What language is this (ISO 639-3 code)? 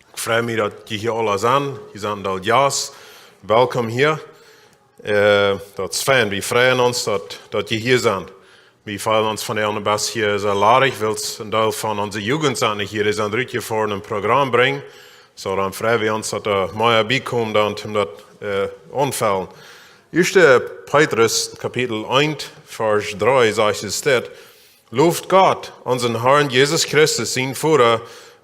pdt